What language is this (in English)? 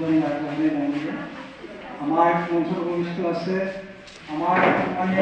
Assamese